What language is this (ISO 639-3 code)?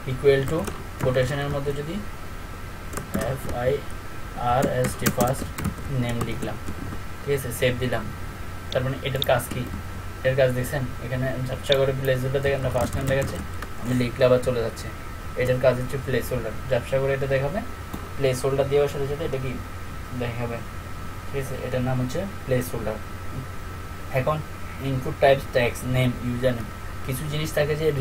ben